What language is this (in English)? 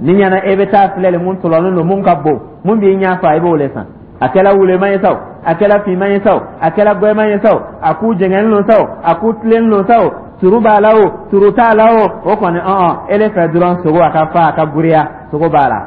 Dyula